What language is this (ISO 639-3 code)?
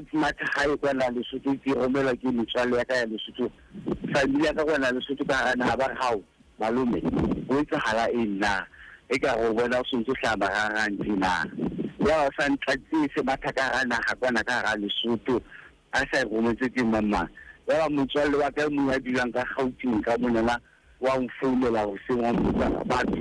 sot